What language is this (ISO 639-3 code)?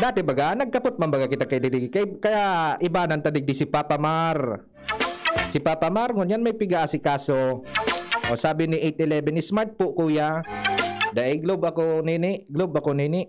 bik